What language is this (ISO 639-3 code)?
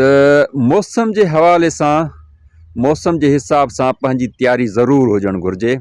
snd